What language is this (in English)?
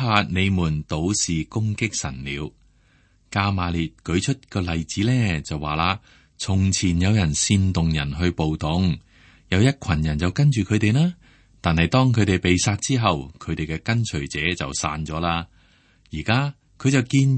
Cantonese